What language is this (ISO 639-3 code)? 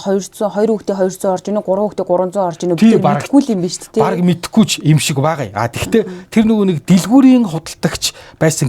mon